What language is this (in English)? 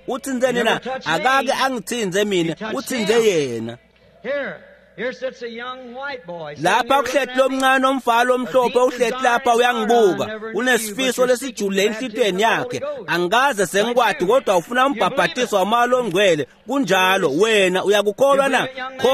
Swati